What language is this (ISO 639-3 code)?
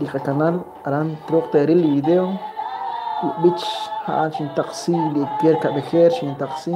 kek